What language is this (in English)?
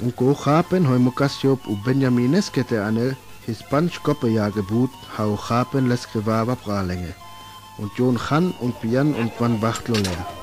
Sinte Romani